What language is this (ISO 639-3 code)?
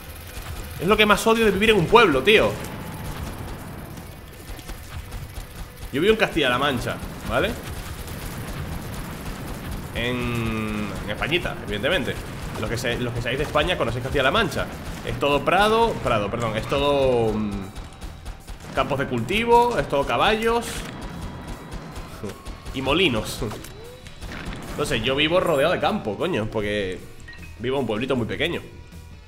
spa